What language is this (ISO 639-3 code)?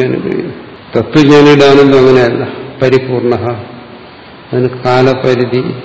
mal